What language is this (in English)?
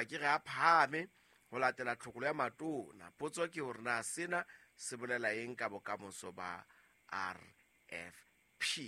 Southern Sotho